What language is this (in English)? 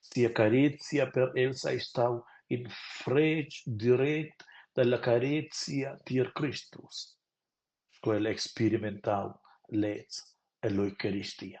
Romansh